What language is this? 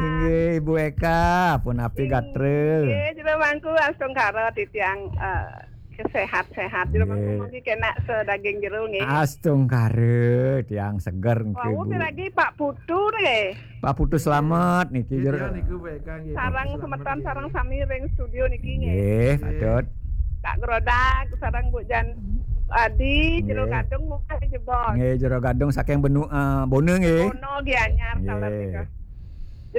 Balinese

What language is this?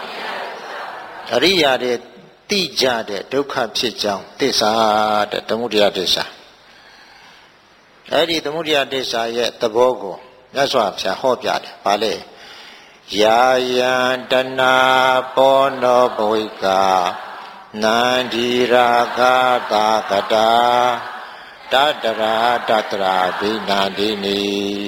Burmese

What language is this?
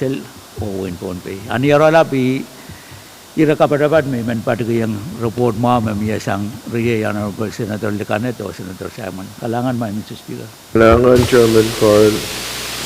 Pohnpeian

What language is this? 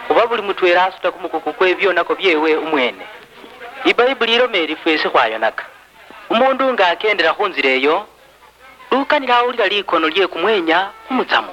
Luyia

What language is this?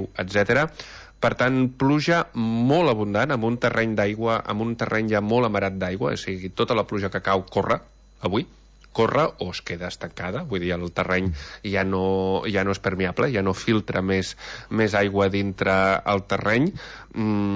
Catalan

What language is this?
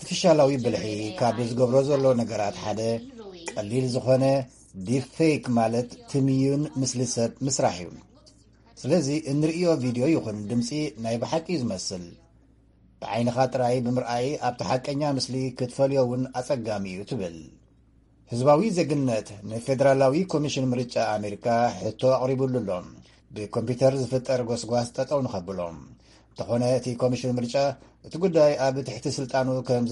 Tigrinya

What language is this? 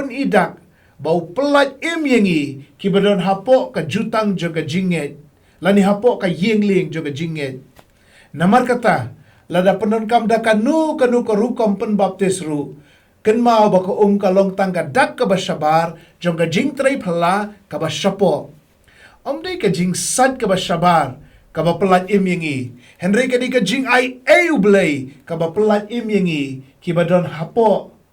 Khasi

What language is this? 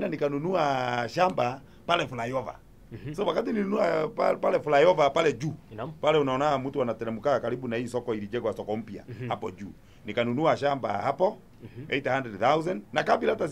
Swahili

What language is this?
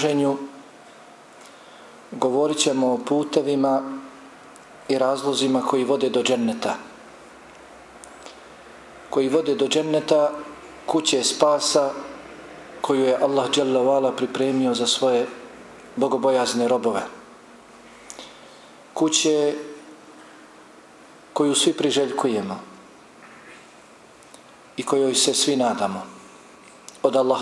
Bosnian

